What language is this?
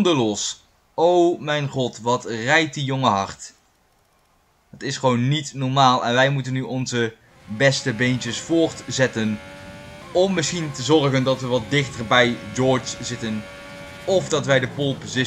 Dutch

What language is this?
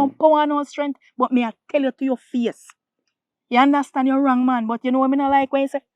Jamaican Creole English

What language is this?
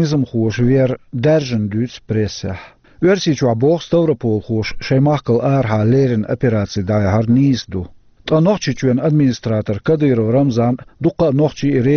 Chechen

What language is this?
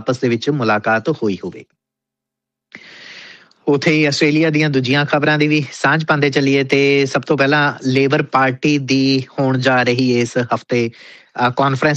Punjabi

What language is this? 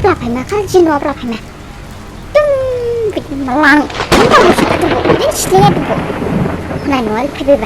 Dimasa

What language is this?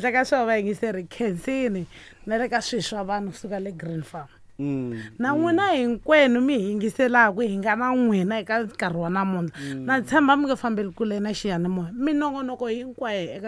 Tsonga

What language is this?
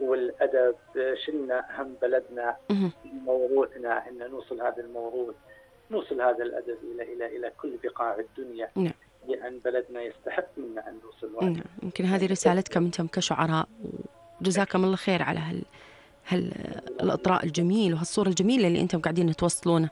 North Levantine Arabic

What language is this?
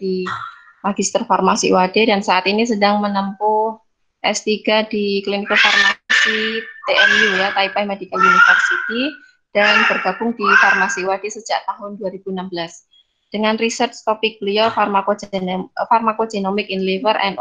Indonesian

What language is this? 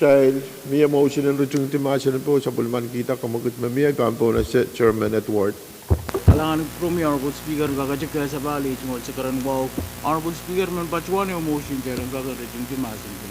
Pohnpeian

